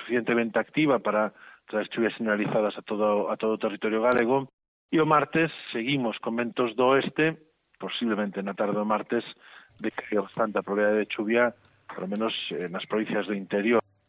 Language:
Galician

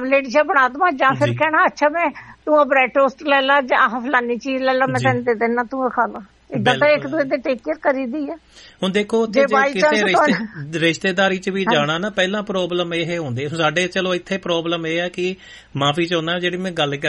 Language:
Punjabi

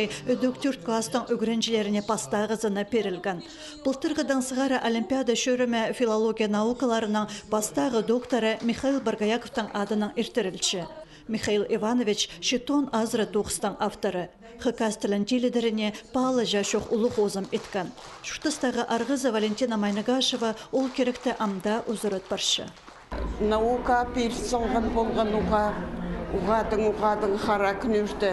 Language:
Khakas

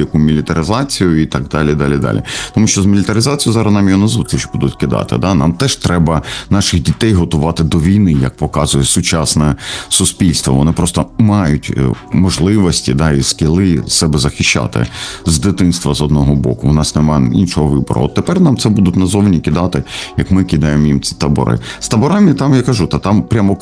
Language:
Ukrainian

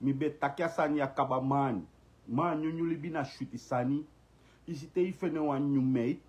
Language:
Sranan Tongo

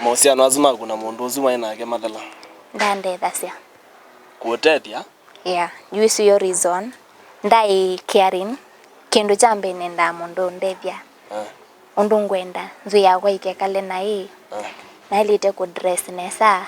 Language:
Kamba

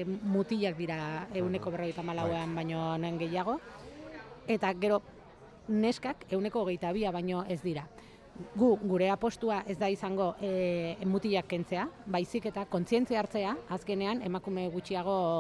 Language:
Basque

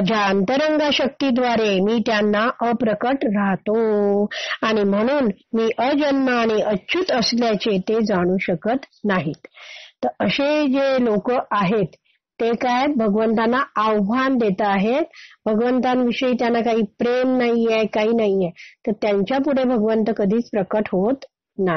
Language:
Marathi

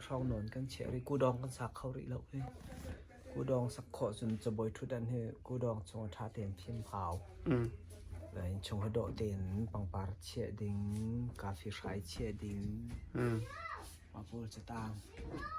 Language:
Hakha Chin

